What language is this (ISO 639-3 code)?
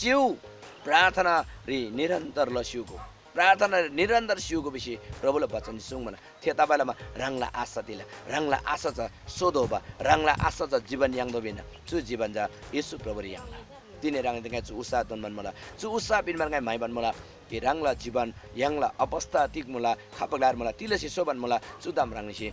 taj